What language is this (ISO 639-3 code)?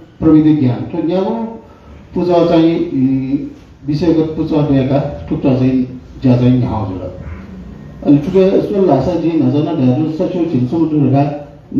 new